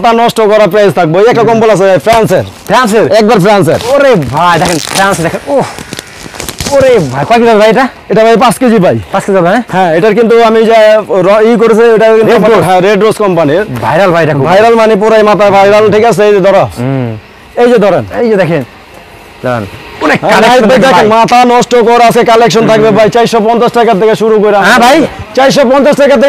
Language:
Bangla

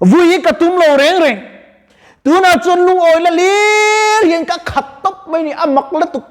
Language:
Mizo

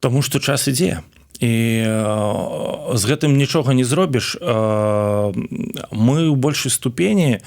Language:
Belarusian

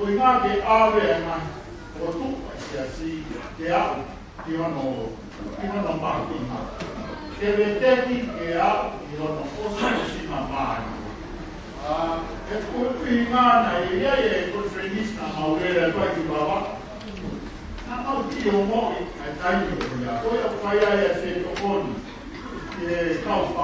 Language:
Tongan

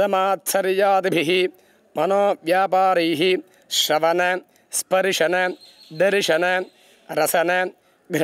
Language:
Sanskrit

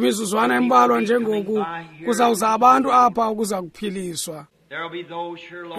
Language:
Xhosa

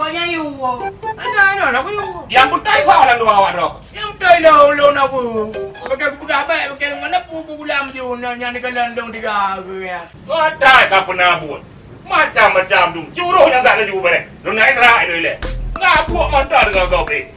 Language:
Achinese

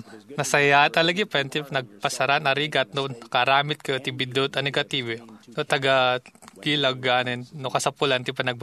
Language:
Iloko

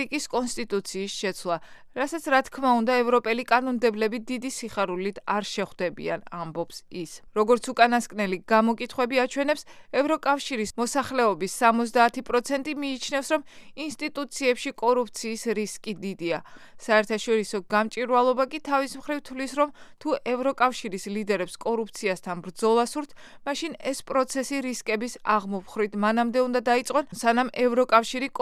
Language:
Georgian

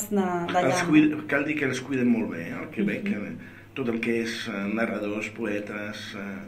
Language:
Catalan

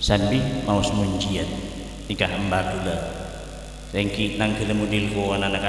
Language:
Madurese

